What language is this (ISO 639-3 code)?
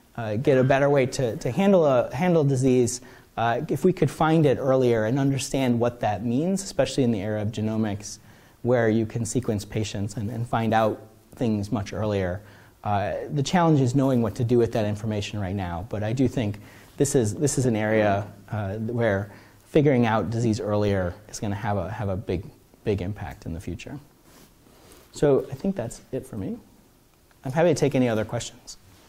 eng